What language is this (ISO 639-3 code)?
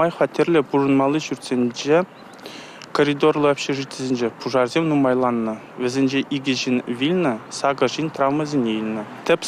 chv